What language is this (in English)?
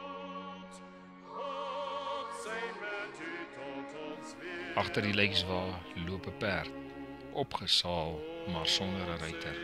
Afrikaans